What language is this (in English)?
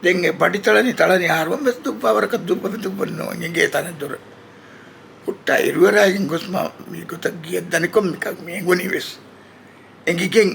Divehi